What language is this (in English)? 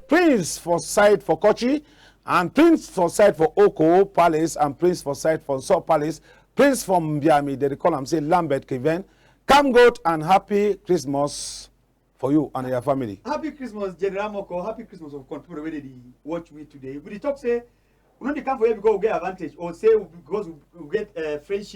Cameroon Pidgin